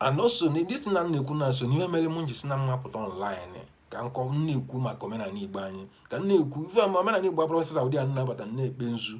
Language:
Igbo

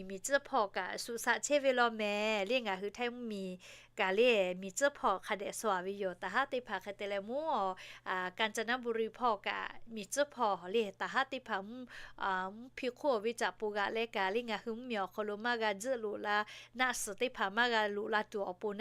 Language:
Lahu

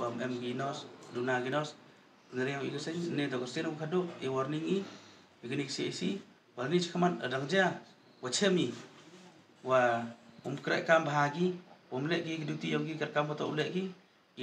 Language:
Pnar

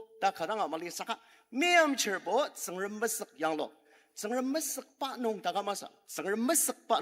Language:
Ao Naga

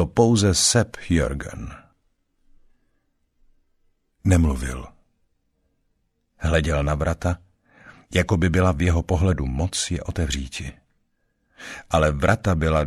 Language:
Czech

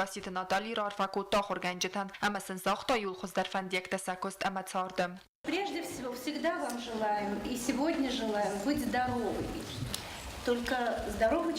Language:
Ossetic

